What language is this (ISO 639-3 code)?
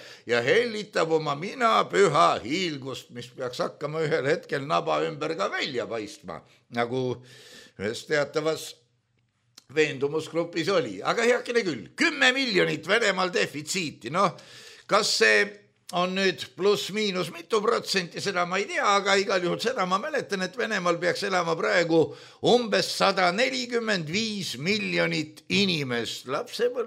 est